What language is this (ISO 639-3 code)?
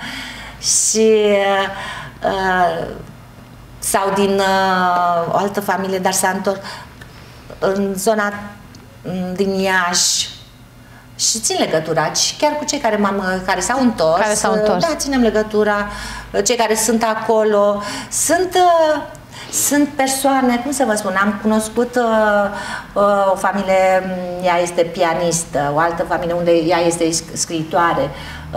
ron